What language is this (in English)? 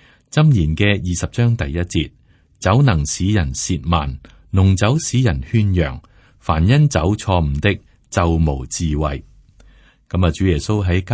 Cantonese